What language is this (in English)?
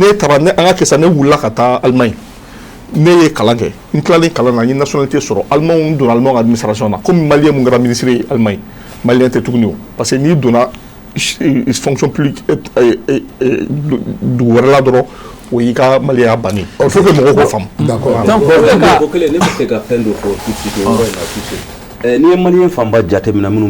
Bambara